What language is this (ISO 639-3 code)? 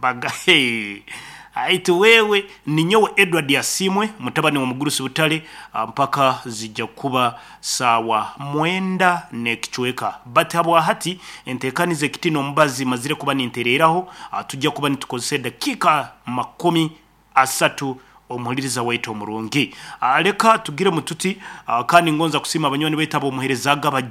nyn